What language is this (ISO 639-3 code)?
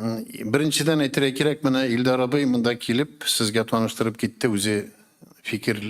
tat